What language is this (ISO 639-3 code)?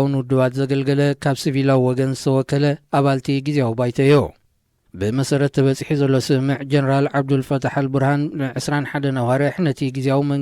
tir